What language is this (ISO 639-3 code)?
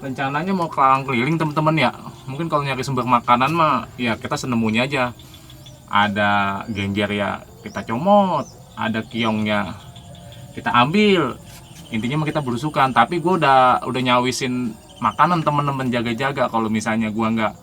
bew